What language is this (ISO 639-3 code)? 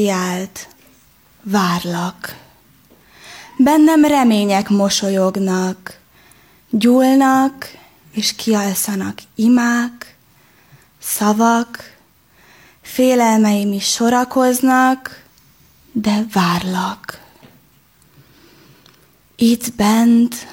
hun